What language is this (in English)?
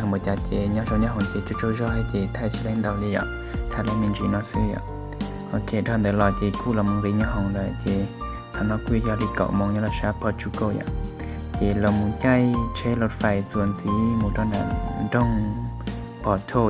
Hmong